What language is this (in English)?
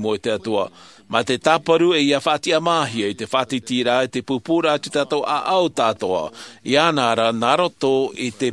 Tahitian